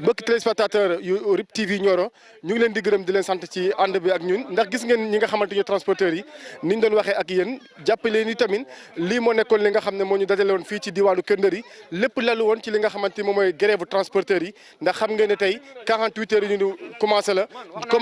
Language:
Wolof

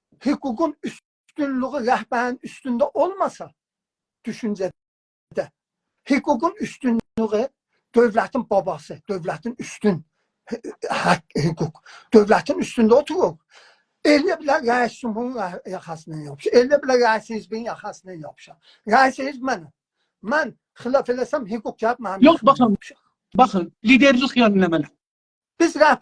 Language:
South Azerbaijani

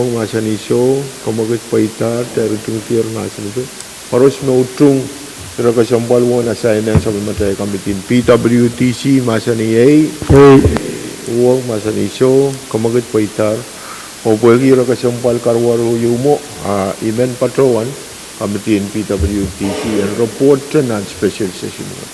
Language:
Pohnpeian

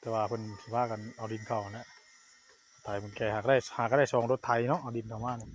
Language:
Northeastern Thai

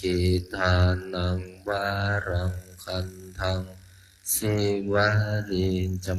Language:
Pali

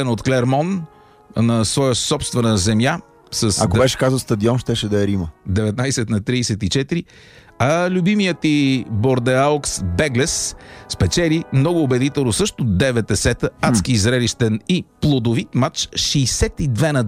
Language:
Bulgarian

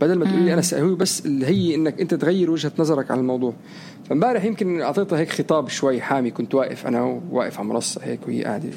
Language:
North Levantine Arabic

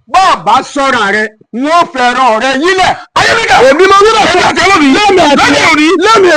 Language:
Yoruba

